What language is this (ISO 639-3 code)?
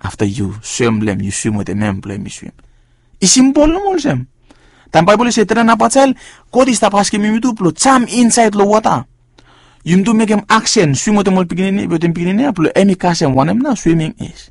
bis